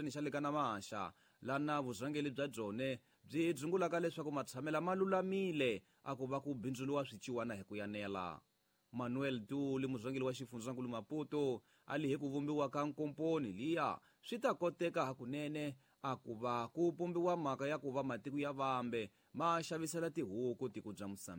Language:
Tsonga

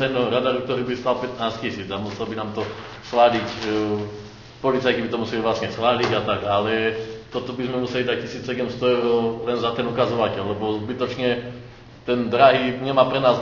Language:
Slovak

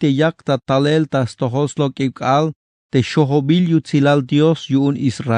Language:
Tzeltal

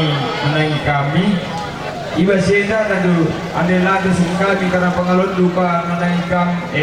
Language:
Batak Karo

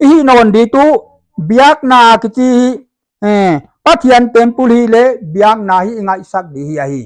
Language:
Paite Chin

